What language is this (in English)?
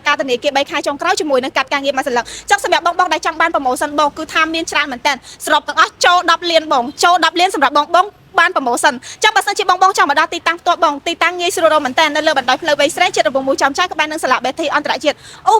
Khmer